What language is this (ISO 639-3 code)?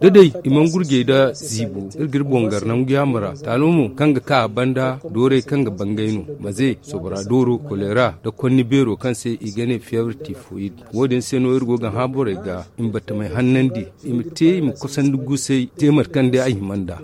dje